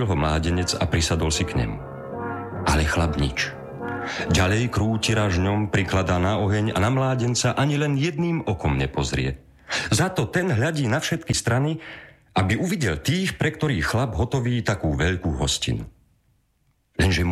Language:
Slovak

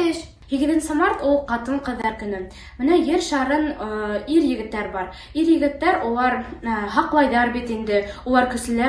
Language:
Bashkir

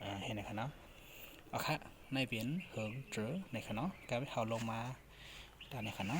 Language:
Shan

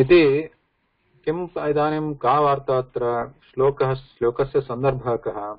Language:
Sanskrit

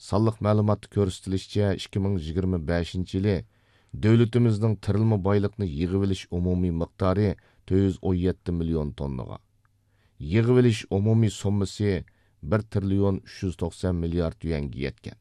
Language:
Uyghur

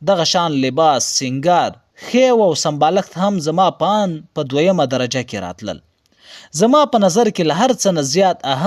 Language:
Pashto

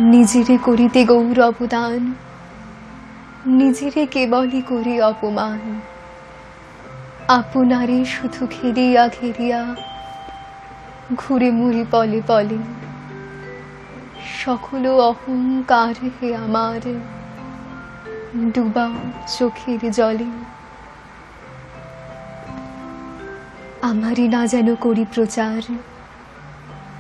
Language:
Bangla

